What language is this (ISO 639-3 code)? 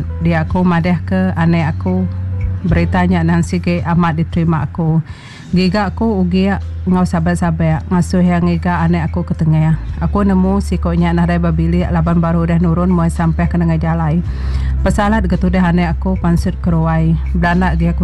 iba